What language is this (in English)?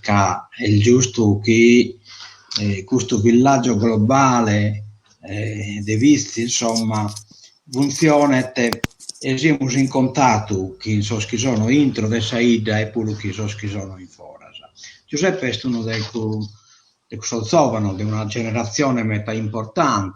Sardinian